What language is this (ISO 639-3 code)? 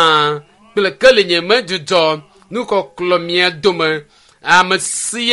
ewe